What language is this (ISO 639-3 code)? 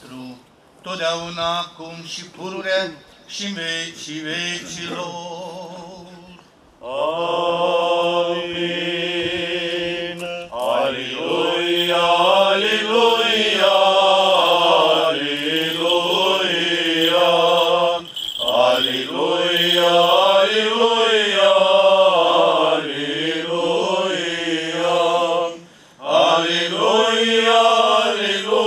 ron